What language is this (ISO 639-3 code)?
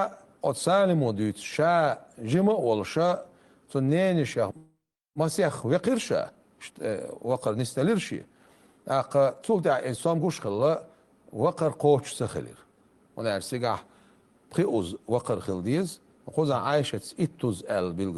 che